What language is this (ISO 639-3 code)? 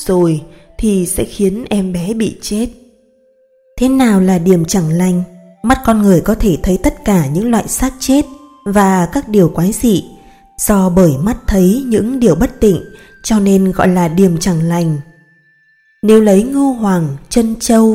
vie